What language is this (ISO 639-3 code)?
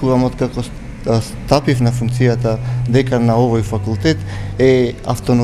mkd